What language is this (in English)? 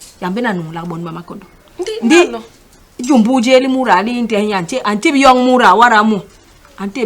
Basaa